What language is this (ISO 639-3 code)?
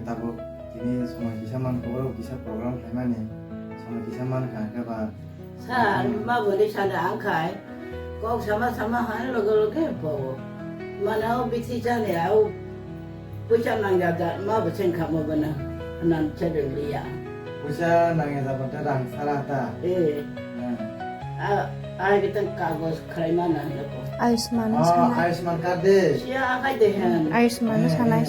trp